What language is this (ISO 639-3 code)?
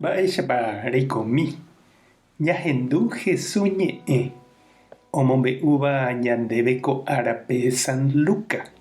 grn